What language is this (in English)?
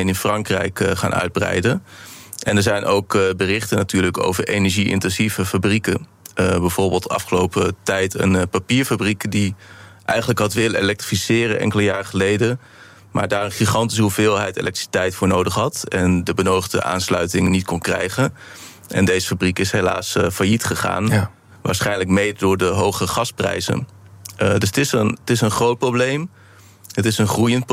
Dutch